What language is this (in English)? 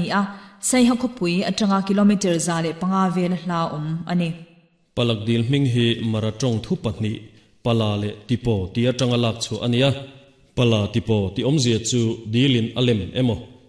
Mizo